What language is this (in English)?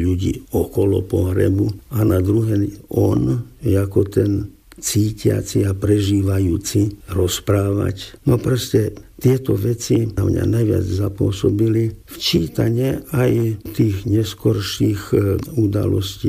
Slovak